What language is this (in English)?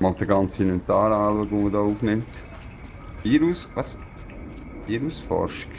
Swiss German